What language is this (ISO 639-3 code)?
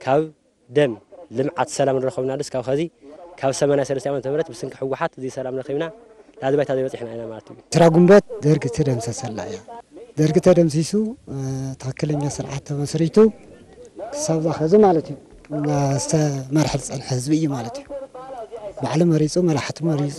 tir